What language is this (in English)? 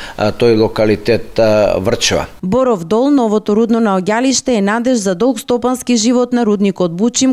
Macedonian